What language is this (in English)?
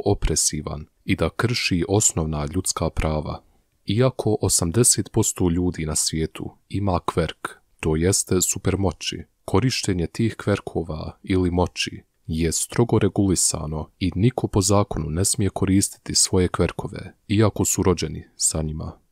Bosnian